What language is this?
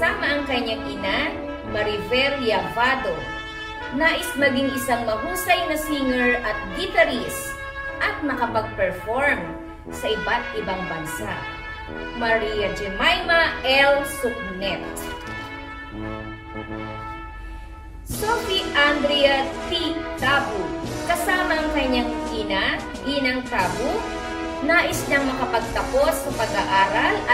Filipino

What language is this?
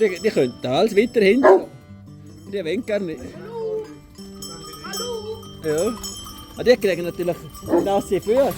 Swiss German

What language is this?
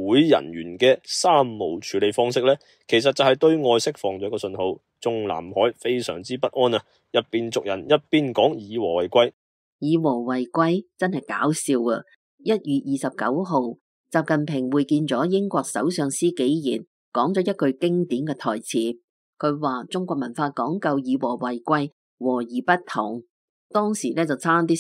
Cantonese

